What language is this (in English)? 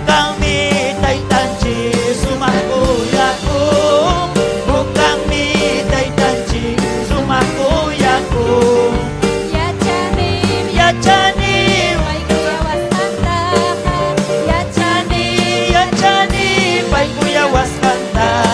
Ayacucho Quechua